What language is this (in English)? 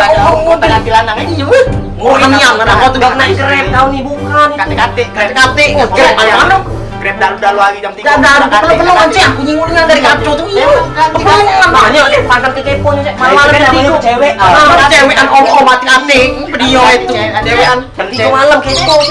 Musi